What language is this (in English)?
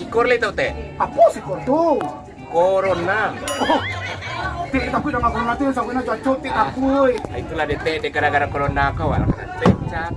Minangkabau